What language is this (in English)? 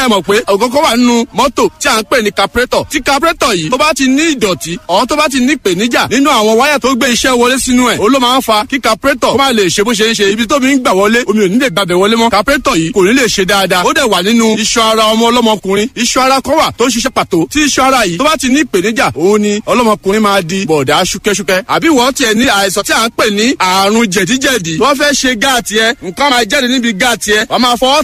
Yoruba